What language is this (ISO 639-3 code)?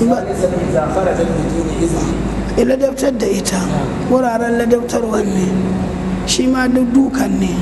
hau